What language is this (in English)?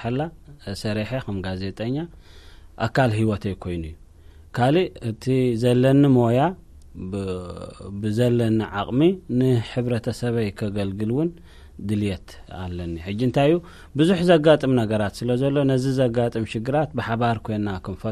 Tigrinya